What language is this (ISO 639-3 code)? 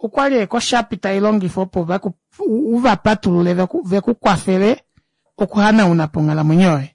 kua